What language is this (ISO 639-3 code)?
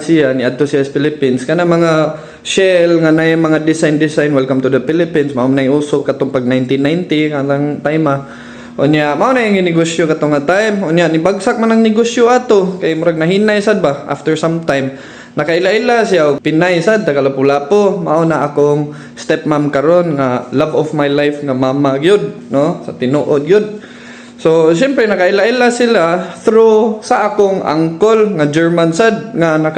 ceb